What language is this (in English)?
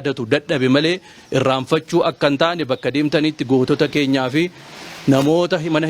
Oromo